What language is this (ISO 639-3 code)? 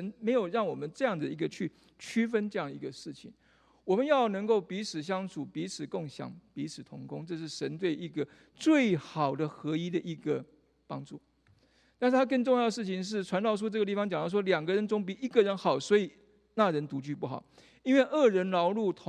zho